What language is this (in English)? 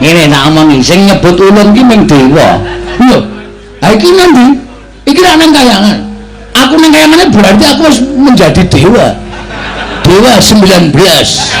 Javanese